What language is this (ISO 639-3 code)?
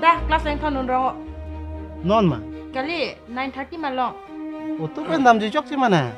mjw